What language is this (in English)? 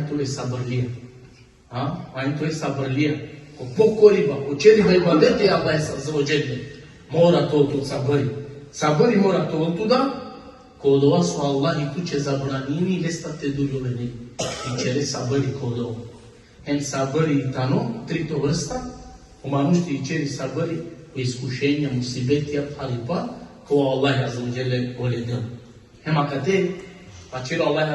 Balkan Romani